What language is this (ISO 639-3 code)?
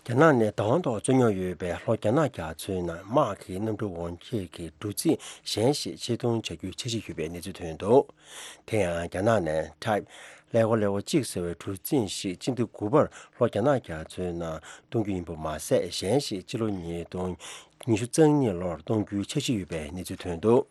bod